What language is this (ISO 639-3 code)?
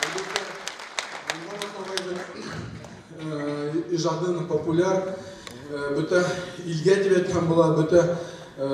bak